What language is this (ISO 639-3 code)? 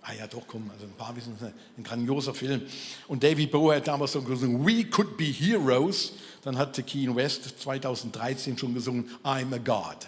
gsw